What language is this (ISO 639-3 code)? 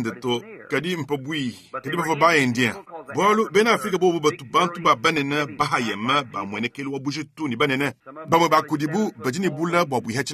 lua